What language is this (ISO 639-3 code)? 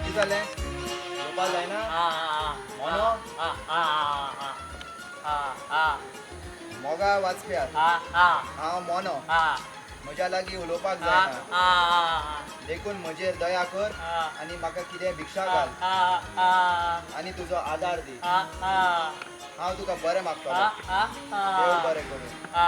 kok